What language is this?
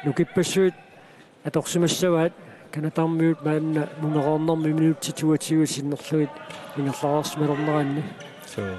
Kalaallisut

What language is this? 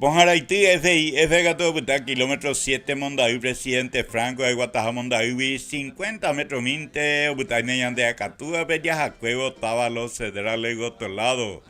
Guarani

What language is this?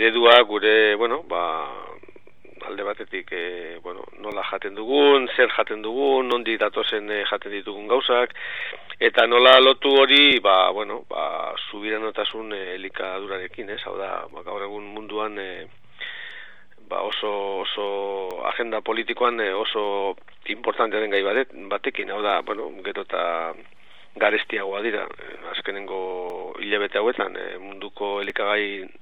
Basque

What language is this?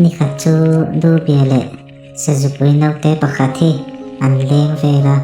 Mizo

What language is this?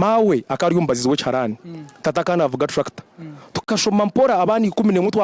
Nyankole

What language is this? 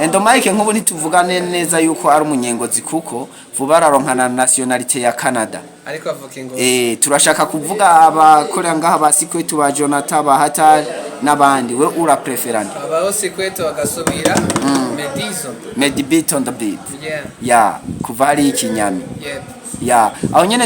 Rundi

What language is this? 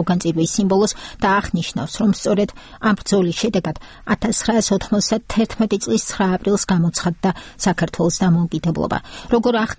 Georgian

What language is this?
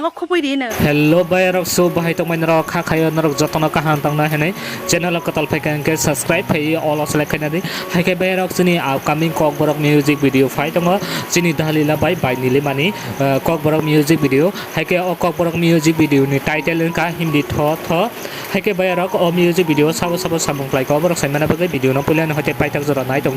Kok Borok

